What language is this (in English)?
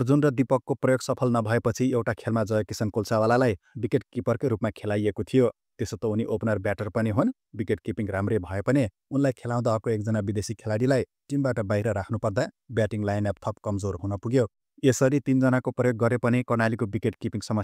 Nepali